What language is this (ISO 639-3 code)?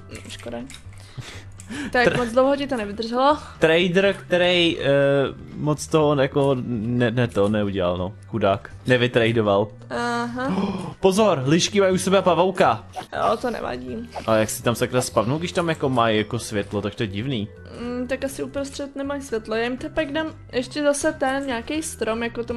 ces